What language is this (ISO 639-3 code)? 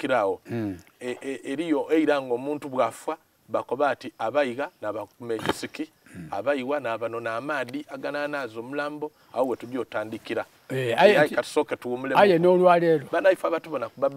xog